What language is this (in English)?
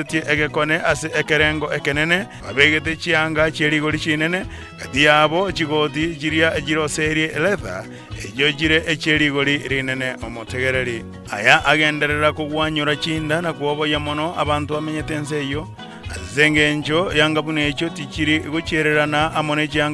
Gusii